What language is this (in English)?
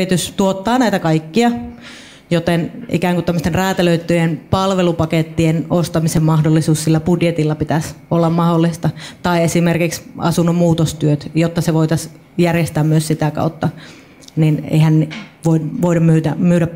Finnish